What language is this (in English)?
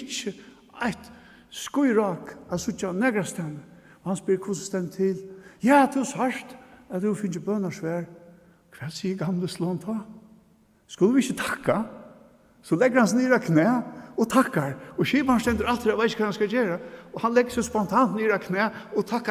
Faroese